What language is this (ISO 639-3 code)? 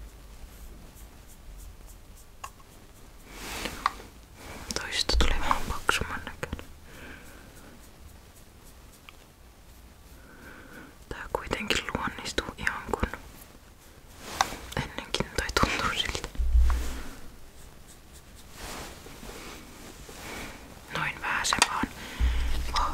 fin